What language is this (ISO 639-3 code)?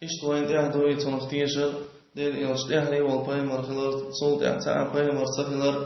che